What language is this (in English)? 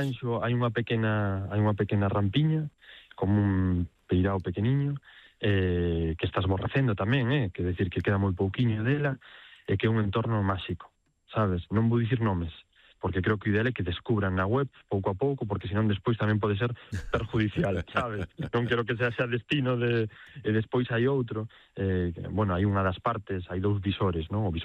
Galician